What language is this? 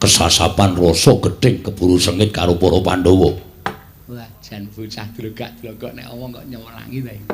Javanese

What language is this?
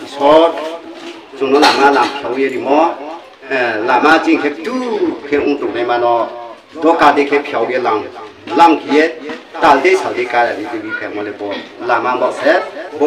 Riang (India)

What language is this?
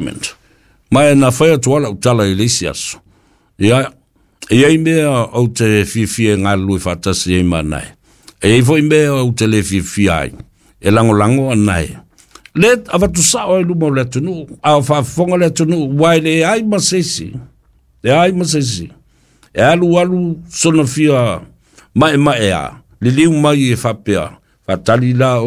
Samoan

